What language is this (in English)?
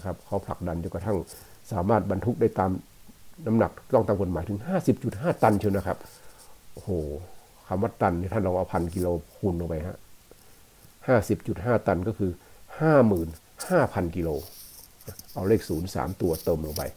Thai